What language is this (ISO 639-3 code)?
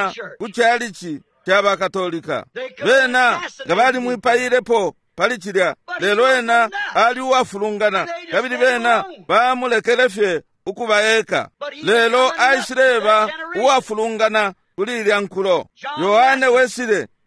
bem